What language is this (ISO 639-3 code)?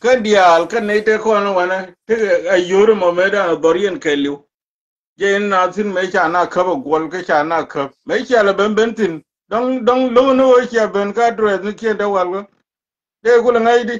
nus